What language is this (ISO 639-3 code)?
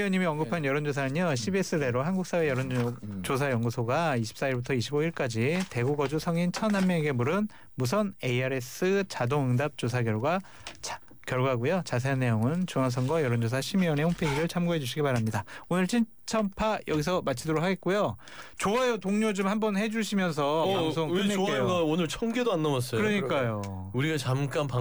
kor